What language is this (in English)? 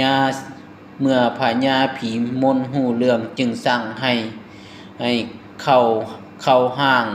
Lao